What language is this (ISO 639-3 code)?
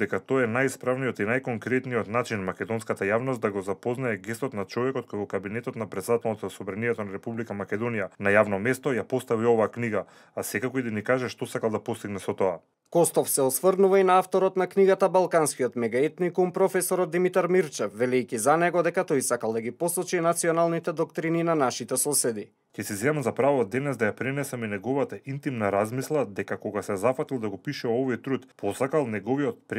mkd